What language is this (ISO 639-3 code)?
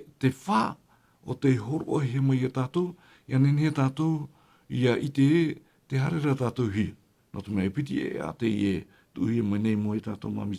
tah